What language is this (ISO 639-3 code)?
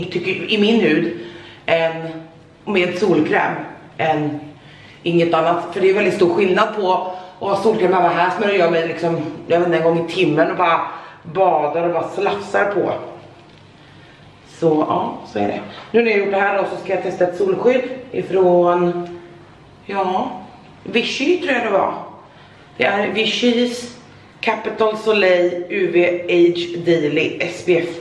swe